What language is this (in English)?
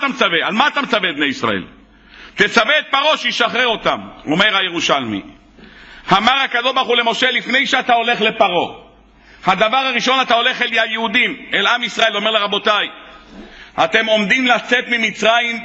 Hebrew